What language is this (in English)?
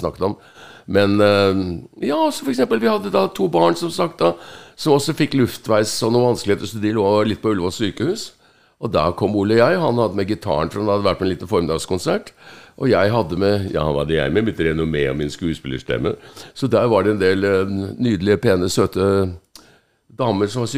Norwegian